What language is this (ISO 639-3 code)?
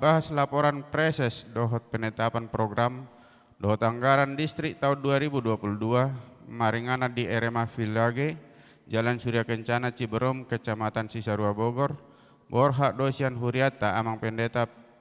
bbc